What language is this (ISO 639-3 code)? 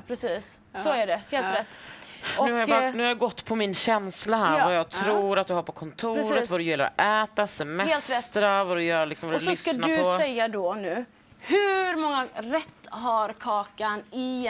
swe